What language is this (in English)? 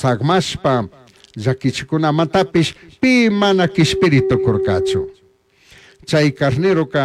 Chimborazo Highland Quichua